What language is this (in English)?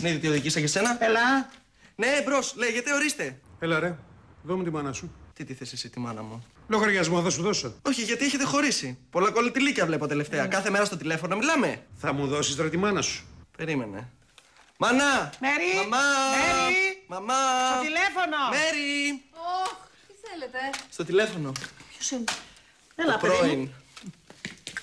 Greek